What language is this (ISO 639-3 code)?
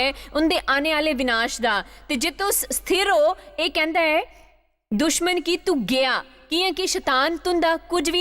doi